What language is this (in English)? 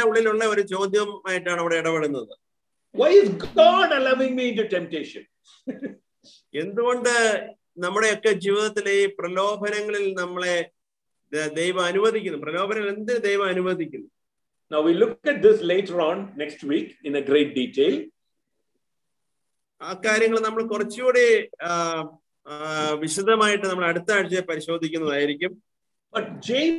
Malayalam